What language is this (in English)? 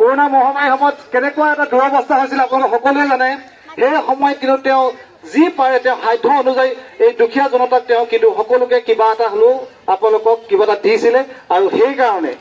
Assamese